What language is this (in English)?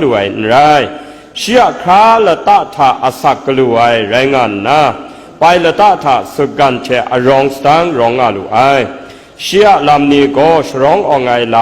Kachin